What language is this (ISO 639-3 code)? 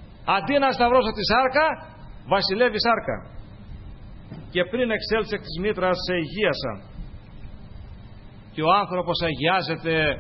ell